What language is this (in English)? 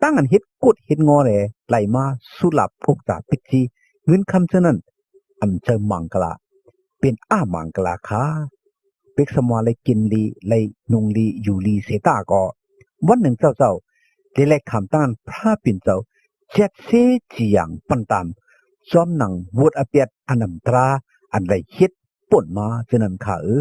Shan